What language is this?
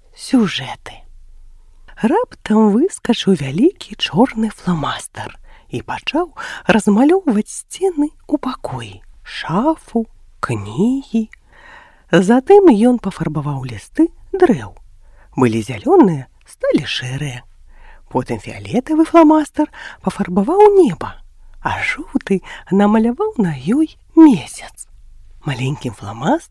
Belarusian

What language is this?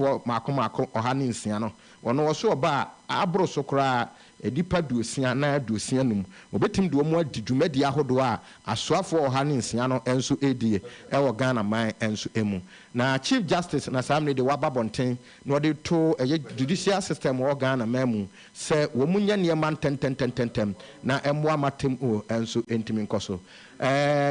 Akan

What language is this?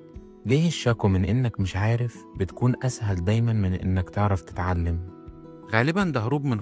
Egyptian Arabic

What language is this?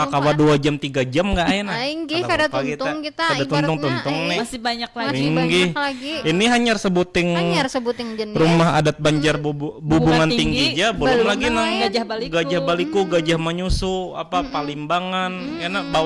Banjar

